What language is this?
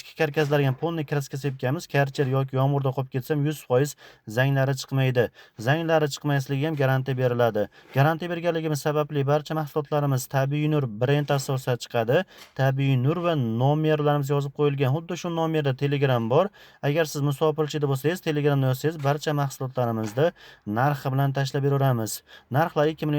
Uzbek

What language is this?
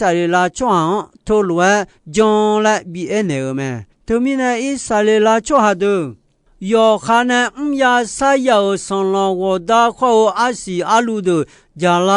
Akha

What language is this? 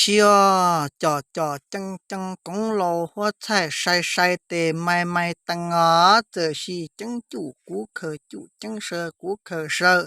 Hmong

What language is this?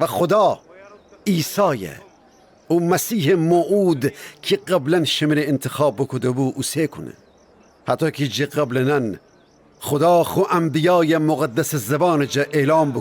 Gilaki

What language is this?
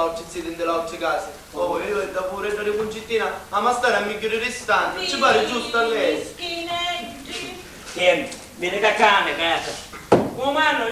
Sicilian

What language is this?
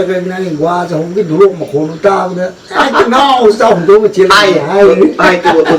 Manipuri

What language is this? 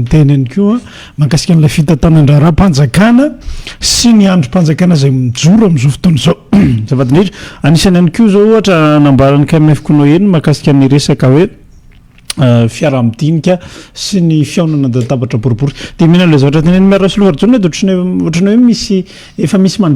Malagasy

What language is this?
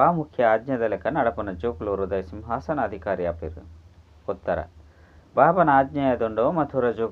Tulu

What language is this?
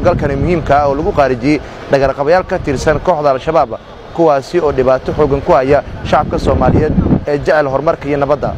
Somali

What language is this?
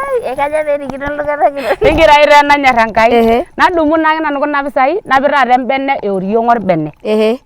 Masai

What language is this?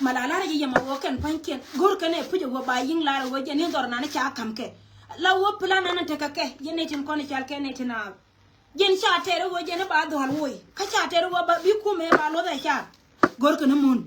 Nuer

